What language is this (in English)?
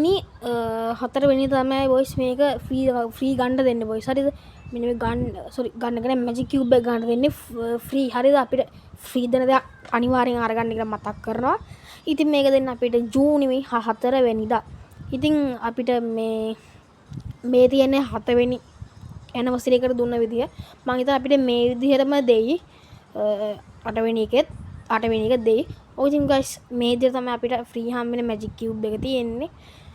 Sinhala